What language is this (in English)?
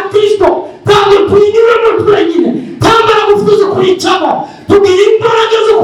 Kinyarwanda